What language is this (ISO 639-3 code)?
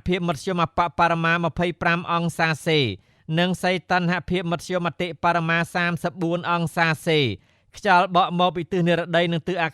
khm